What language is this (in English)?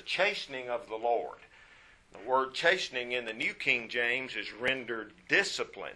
English